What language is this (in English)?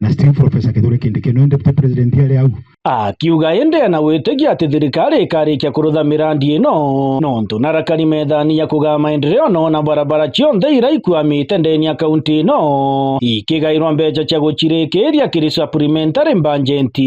Meru